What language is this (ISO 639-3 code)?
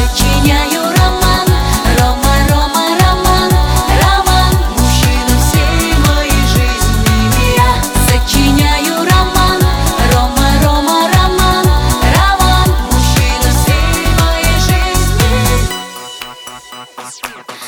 rus